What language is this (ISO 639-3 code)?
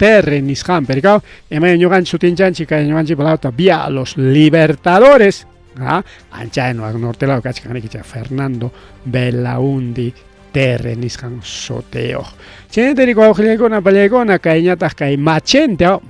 quy